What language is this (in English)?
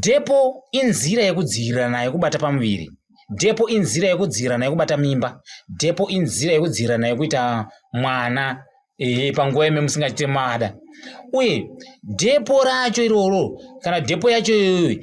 Shona